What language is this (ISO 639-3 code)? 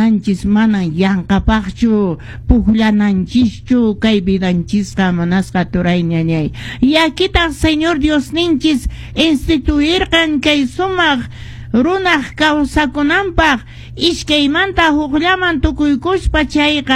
que